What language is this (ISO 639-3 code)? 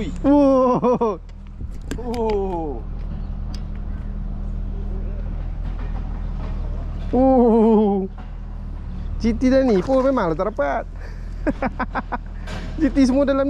msa